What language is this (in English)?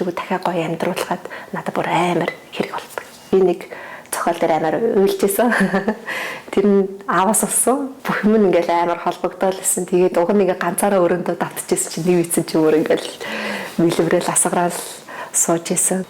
Mongolian